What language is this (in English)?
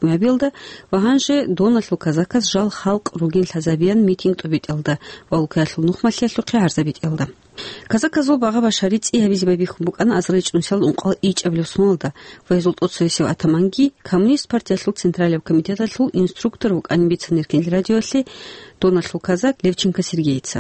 Avaric